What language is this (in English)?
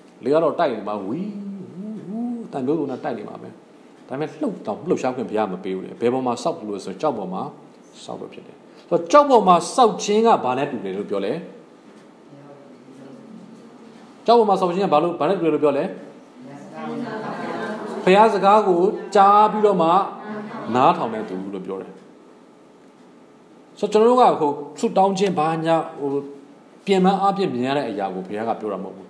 Burmese